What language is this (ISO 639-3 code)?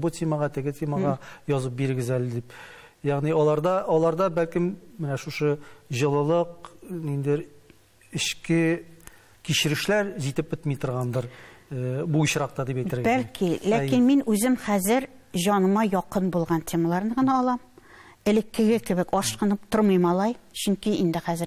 tat